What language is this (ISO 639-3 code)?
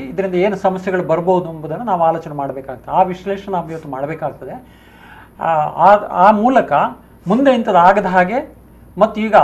kan